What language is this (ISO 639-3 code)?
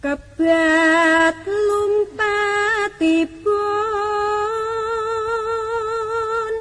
jav